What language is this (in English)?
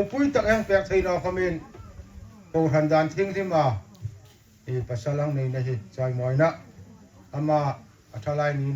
Hmar